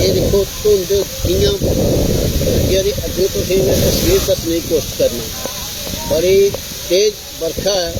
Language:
Dogri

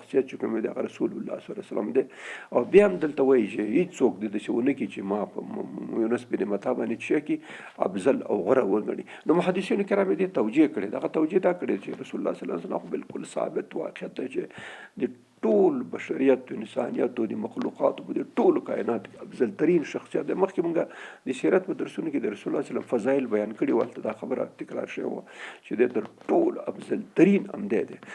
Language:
Pashto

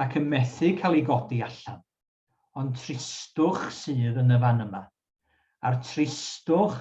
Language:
Welsh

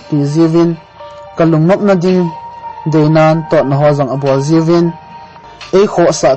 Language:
Thado Chin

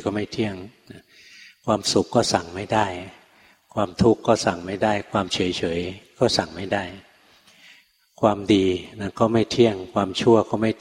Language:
Thai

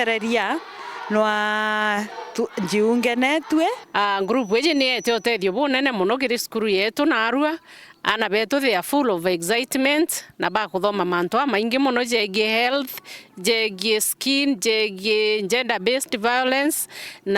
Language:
Meru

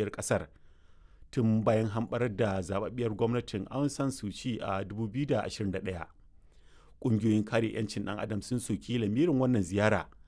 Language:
Hausa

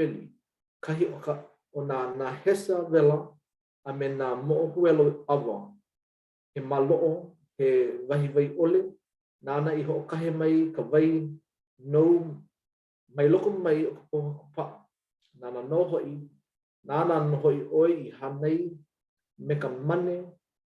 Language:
Hawaiian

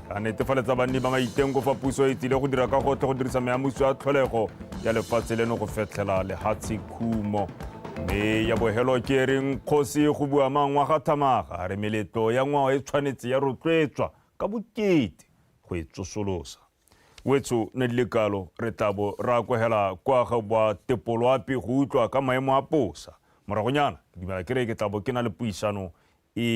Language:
Tswana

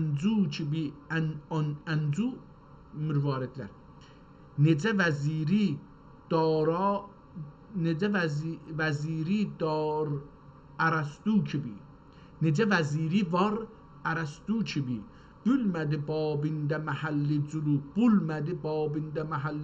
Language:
South Azerbaijani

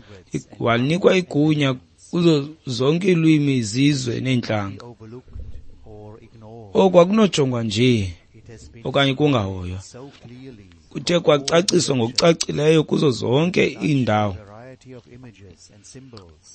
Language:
Xhosa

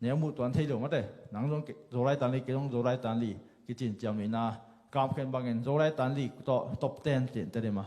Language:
Tedim Chin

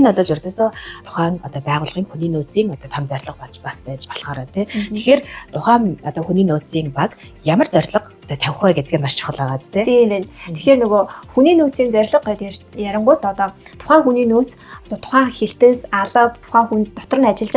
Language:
Mongolian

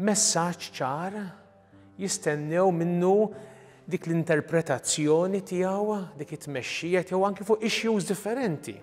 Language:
Maltese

